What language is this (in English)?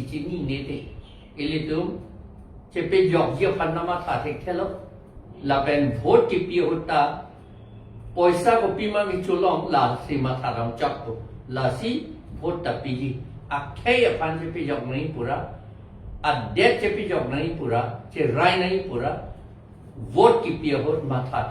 Karbi